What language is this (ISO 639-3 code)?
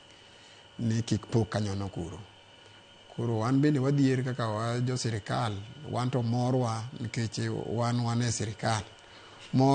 luo